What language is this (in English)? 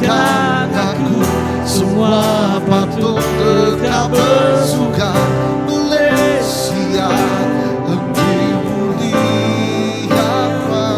Iban